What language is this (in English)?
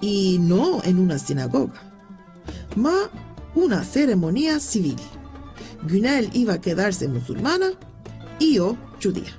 Ladino